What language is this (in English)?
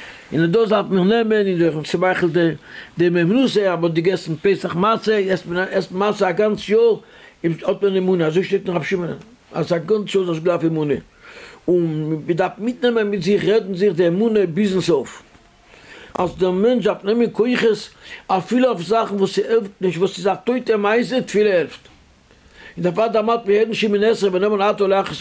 Yiddish